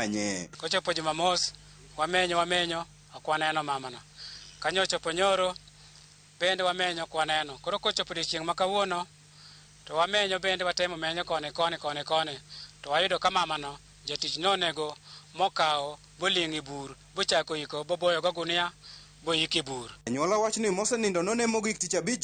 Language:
Luo (Kenya and Tanzania)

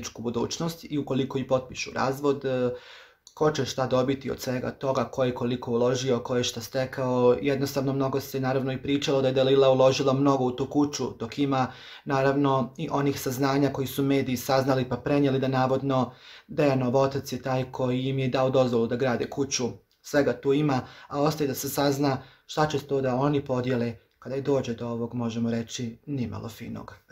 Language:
Croatian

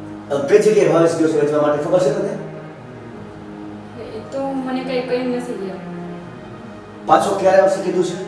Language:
Gujarati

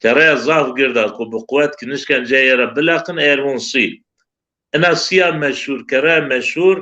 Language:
Zaza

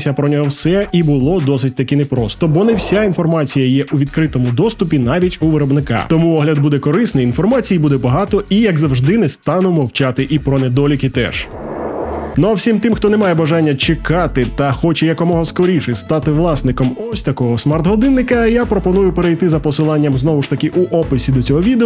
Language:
Ukrainian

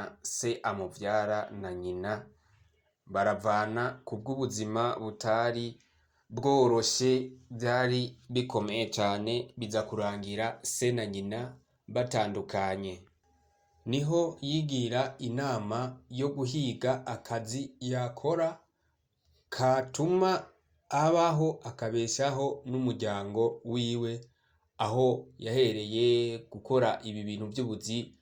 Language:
Rundi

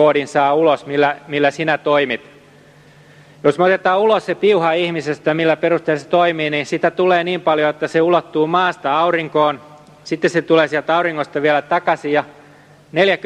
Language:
Finnish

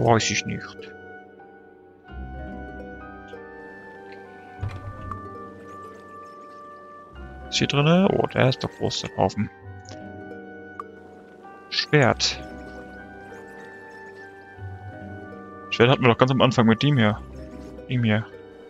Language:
German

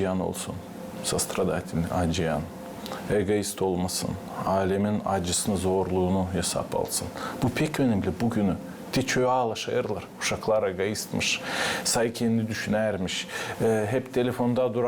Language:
Gagauz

